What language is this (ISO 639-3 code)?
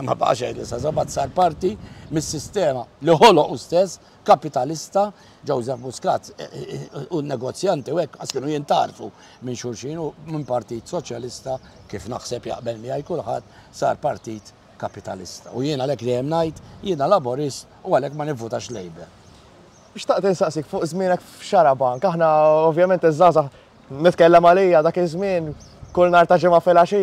mlt